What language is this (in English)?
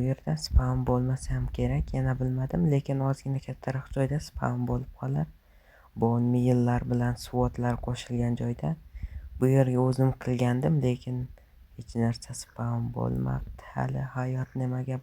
Uzbek